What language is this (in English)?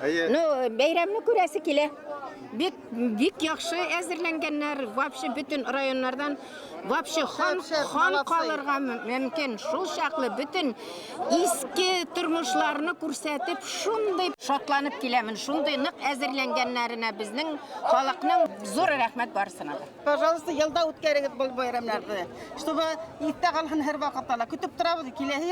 Bashkir